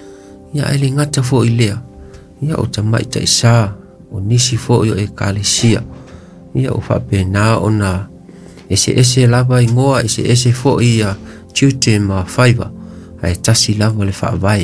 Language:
Samoan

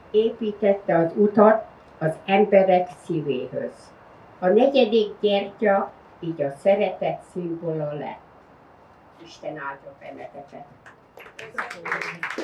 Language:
Hungarian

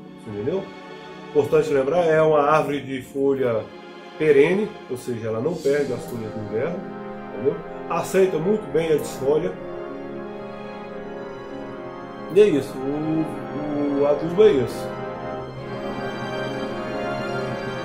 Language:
Portuguese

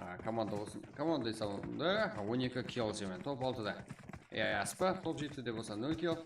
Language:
Kara-Kalpak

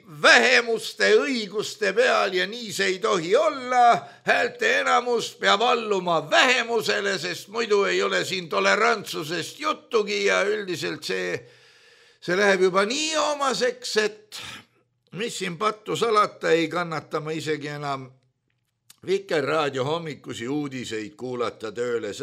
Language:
Estonian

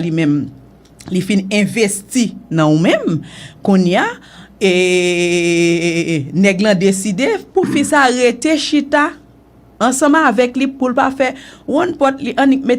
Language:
Haitian Creole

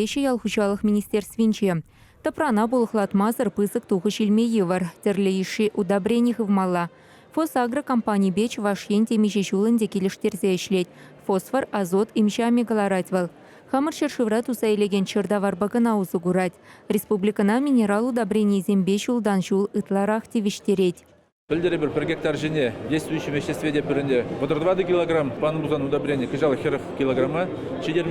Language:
Chuvash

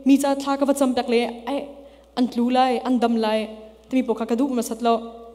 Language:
Hakha Chin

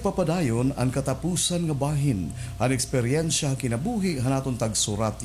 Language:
Waray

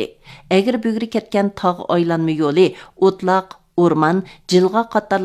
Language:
Uyghur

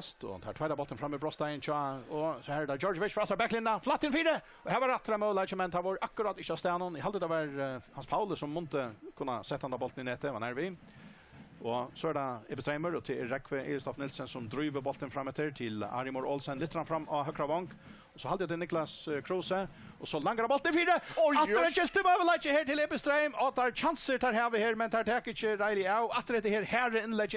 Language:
Faroese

